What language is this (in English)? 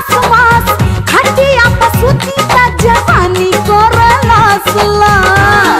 Bhojpuri